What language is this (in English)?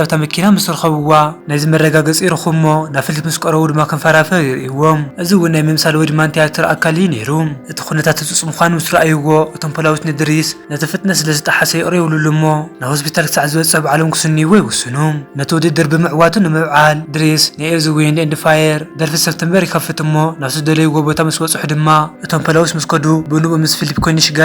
Tigrinya